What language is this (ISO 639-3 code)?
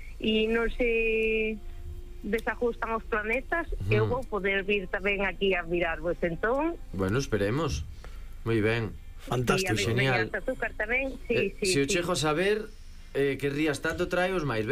glg